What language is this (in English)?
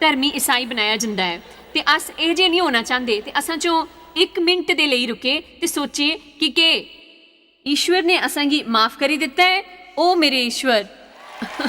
Dogri